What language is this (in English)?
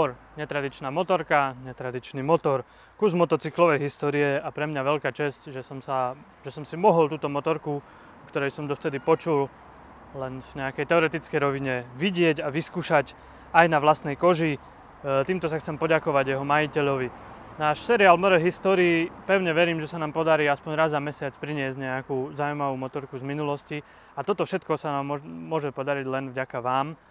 Slovak